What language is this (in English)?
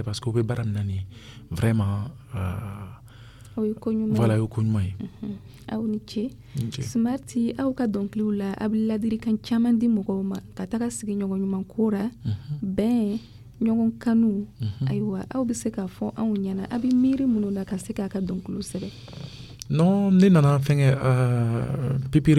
Dyula